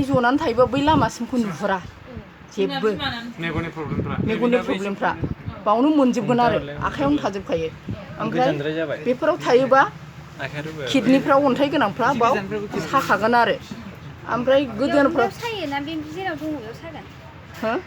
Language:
Bodo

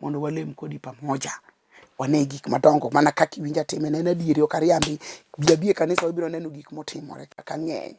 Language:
Luo (Kenya and Tanzania)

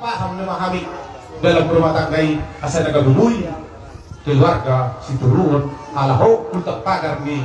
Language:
Batak Toba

